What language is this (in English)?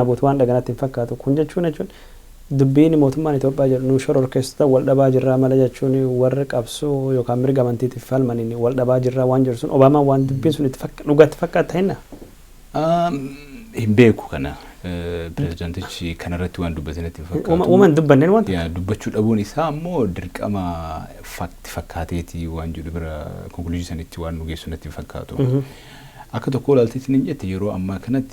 Oromo